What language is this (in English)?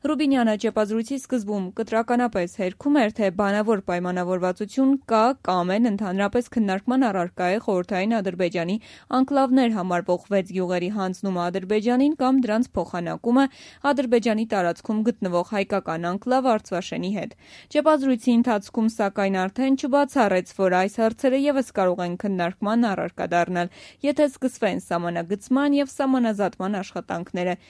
Armenian